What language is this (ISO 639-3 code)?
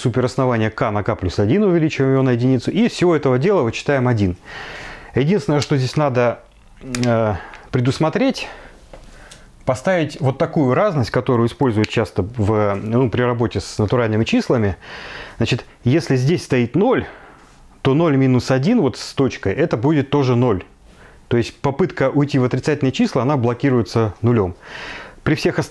rus